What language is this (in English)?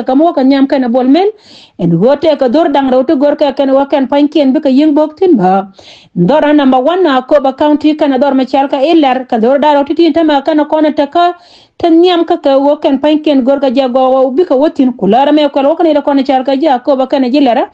Nuer